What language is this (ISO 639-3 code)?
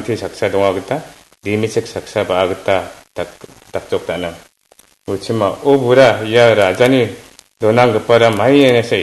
grt